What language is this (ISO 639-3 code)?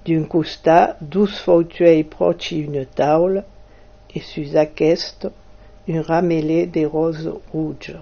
oci